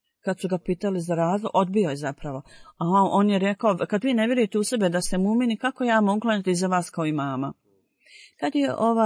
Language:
Bosnian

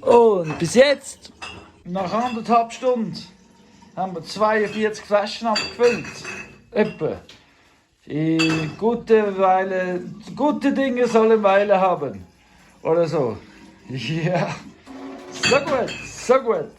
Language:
Swiss German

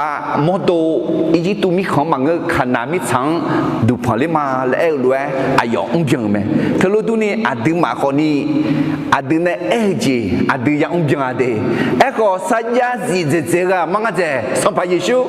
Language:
Akha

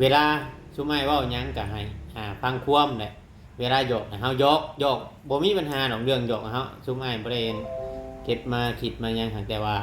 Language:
Northeastern Thai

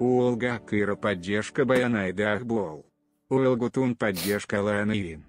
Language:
Yakut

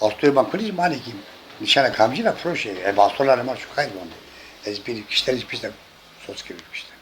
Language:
Zaza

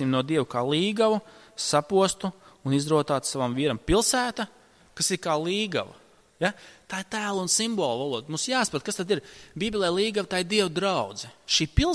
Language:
Latvian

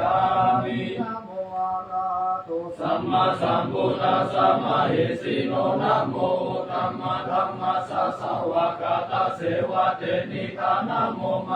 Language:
Pali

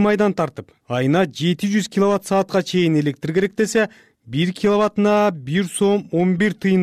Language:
Kyrgyz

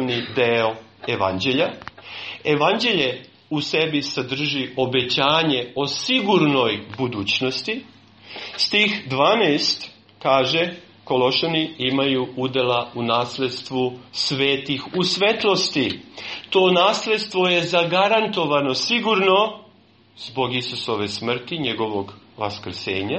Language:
Serbian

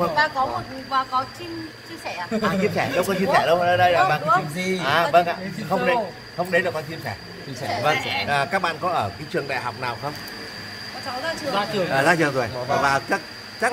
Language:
Vietnamese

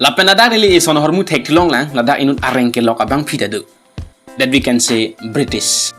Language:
Karbi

